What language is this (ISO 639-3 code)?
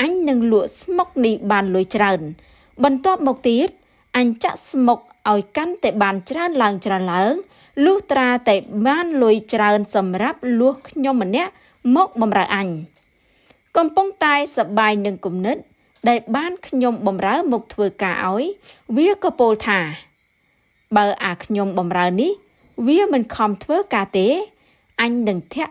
khm